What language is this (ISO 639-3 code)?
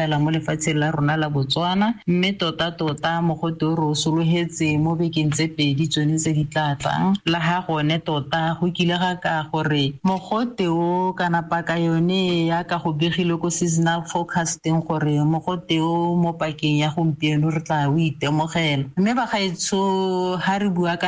tsn